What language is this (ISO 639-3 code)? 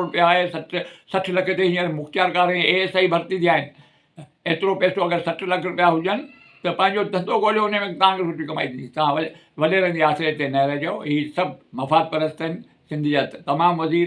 snd